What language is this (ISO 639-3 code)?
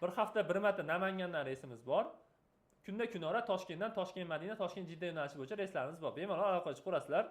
uzb